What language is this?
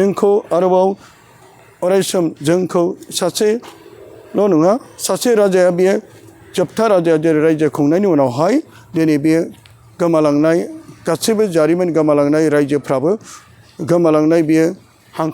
Bodo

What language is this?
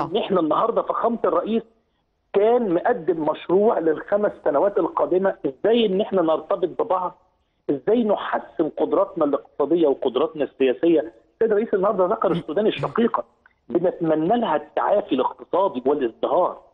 Egyptian Arabic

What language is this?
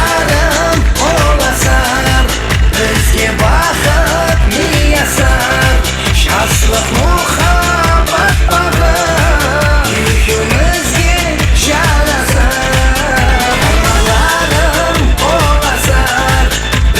Kara-Kalpak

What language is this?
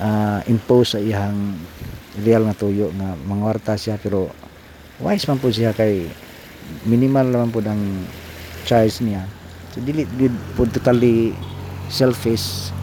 Cebuano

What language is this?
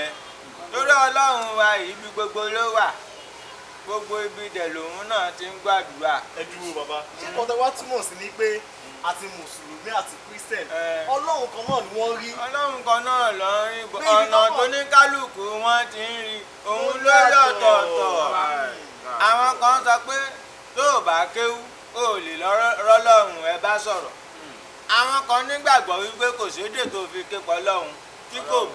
Yoruba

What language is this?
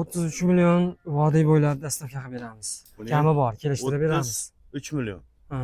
Uzbek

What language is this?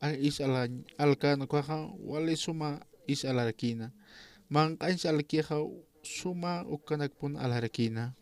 Aymara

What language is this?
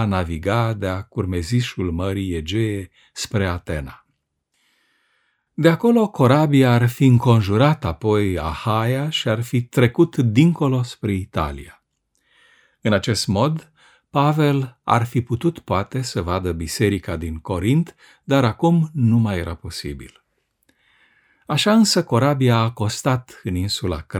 Romanian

